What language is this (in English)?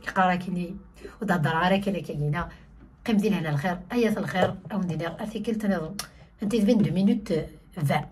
Kabyle